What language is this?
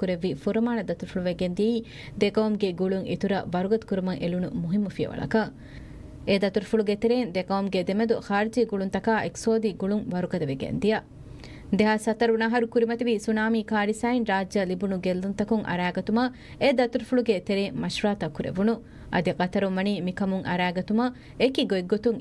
Divehi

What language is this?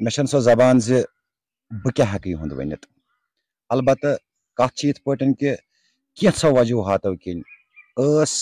Kashmiri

